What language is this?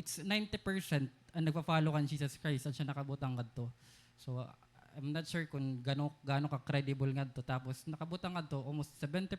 Waray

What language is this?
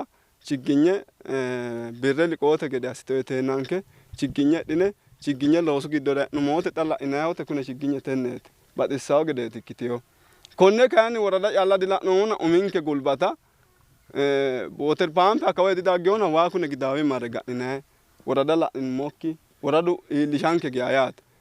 Sidamo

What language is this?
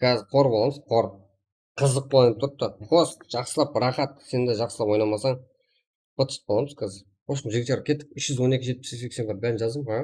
Kara-Kalpak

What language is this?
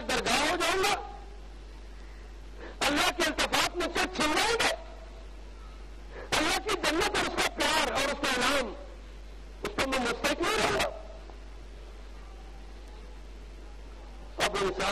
Urdu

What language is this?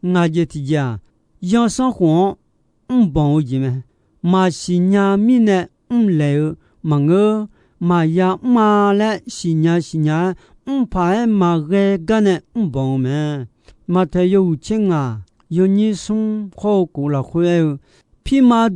Akha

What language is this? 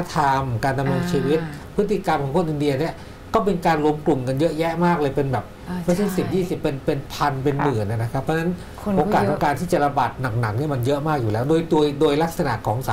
Thai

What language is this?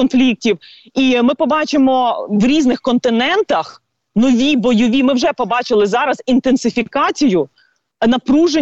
Ukrainian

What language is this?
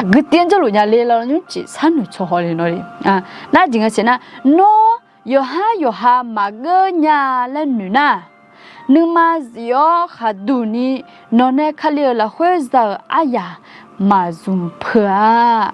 Akha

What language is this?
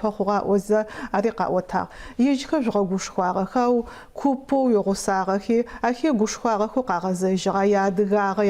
Adyghe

